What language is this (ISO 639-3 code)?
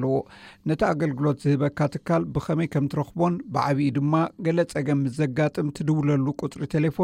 tir